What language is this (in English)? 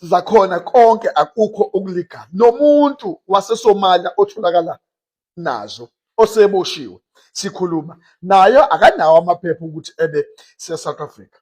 Zulu